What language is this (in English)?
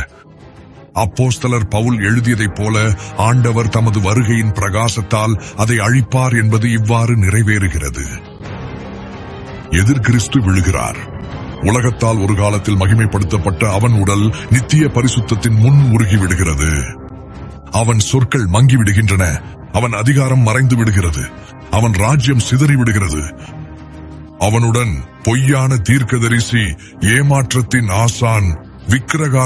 Tamil